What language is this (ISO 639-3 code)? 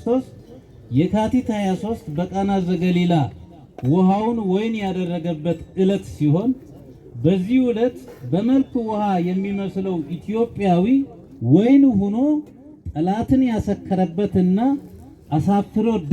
amh